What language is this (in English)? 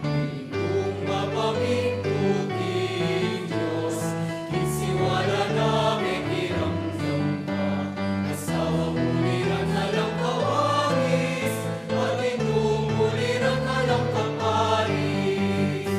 Pampanga